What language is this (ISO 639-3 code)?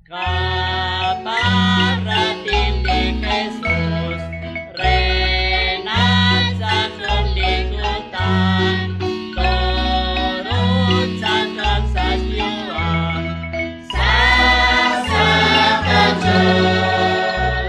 kek